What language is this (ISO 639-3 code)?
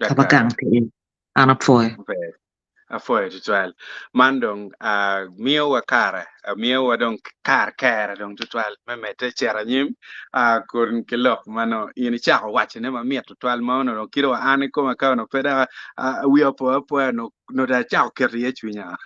ach